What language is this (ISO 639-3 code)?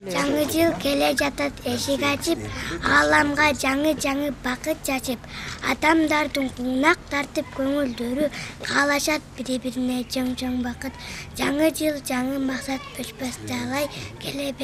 kir